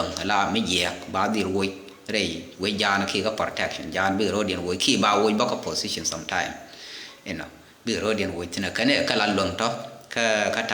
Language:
Nuer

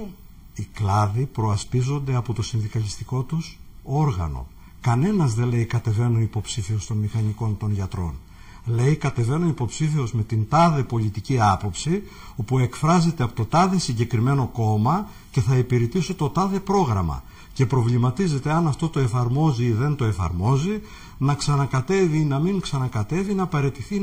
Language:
Greek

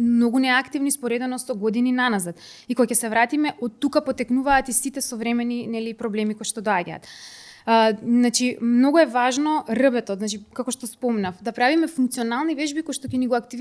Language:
Macedonian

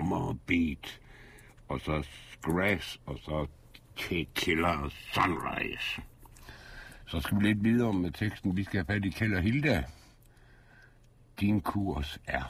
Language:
Danish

